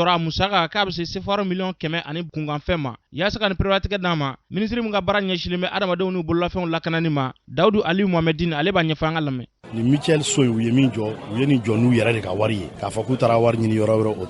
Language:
Bambara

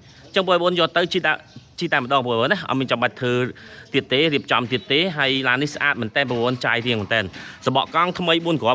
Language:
Khmer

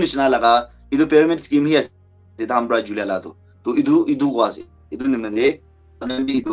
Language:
Naga Pidgin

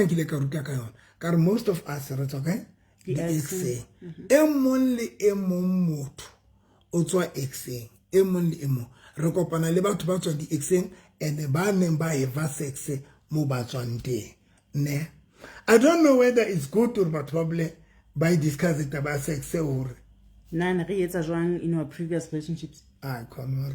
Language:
Southern Sotho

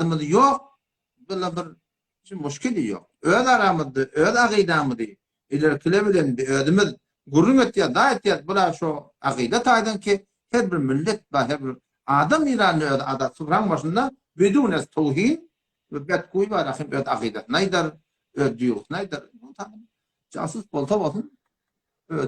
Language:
Turkmen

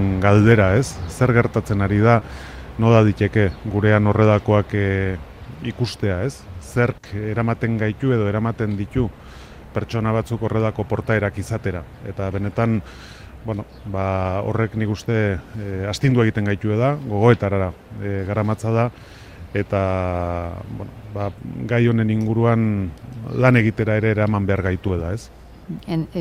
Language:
Basque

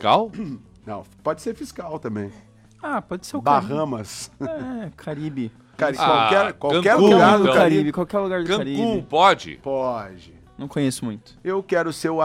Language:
Portuguese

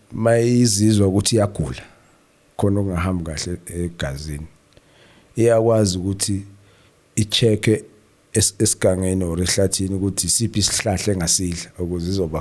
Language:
Zulu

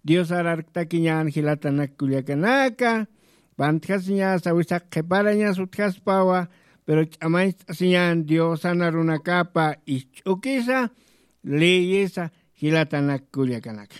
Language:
Aymara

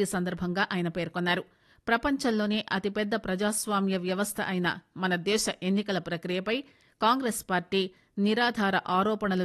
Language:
Telugu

